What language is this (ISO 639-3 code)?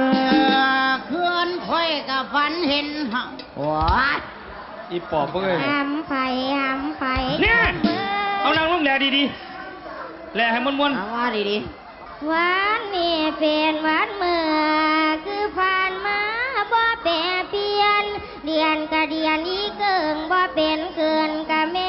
tts